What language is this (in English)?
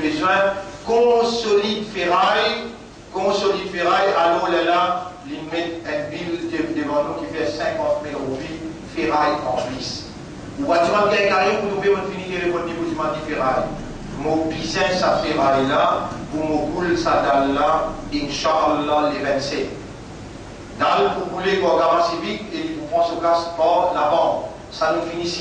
Morisyen